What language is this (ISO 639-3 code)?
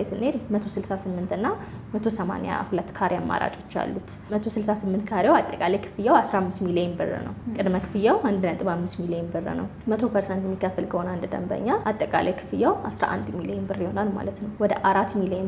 amh